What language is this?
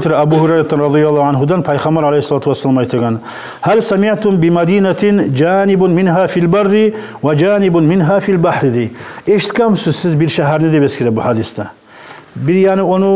Kumyk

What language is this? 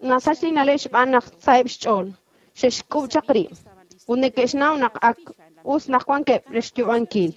Kekchí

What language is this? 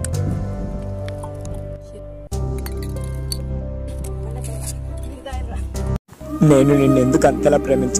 Telugu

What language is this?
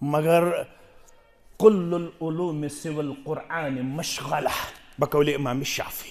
Kashmiri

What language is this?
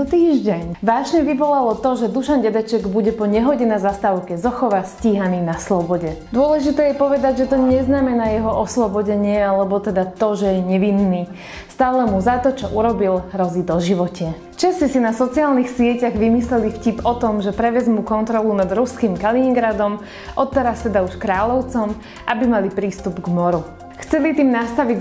Slovak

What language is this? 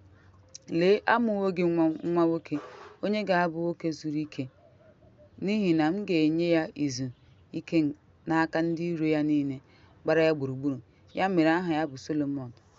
Igbo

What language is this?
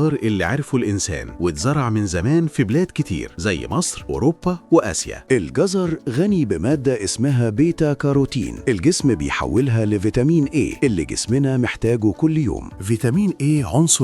Egyptian Arabic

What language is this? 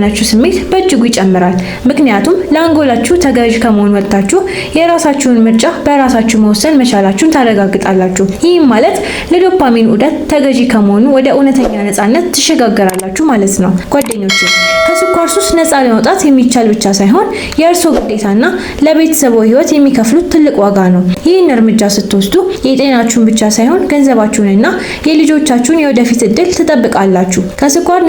Amharic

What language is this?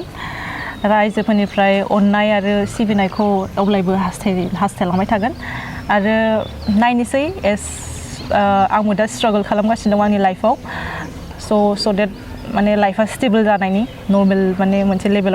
Bodo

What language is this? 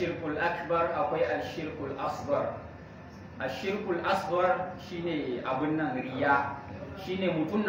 Hausa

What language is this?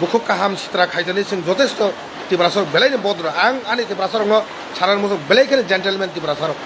Kok Borok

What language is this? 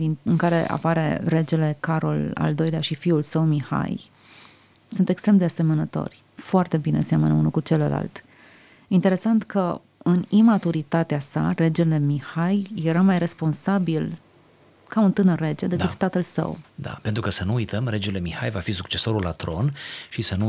Romanian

